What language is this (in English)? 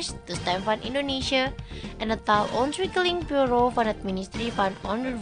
Dutch